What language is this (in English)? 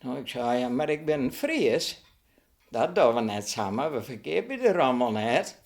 Western Frisian